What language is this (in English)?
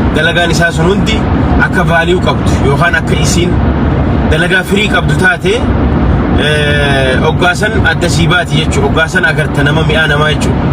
Oromo